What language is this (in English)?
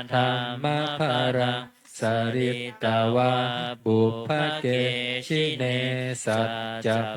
Pali